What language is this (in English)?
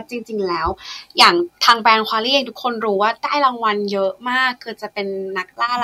Thai